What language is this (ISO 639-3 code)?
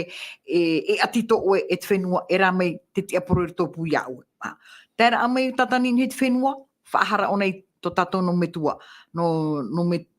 tah